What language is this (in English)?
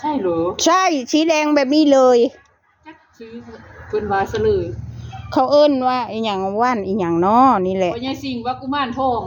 Northeastern Thai